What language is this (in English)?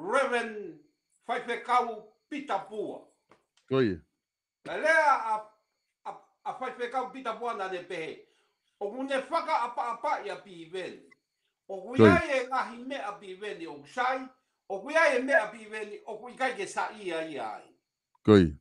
Tongan